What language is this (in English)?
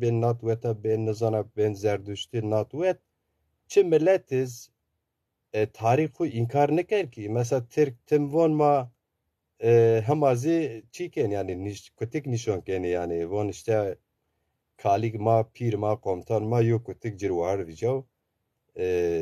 Zaza